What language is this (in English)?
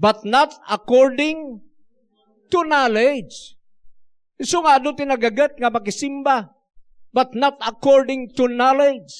Iloko